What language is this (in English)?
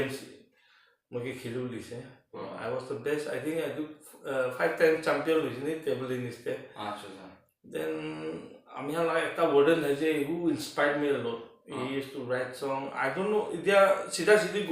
Naga Pidgin